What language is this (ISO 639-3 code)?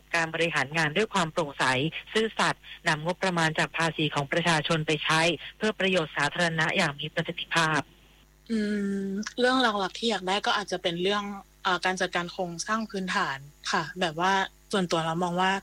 tha